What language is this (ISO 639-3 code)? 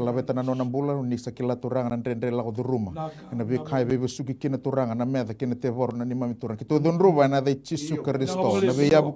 fij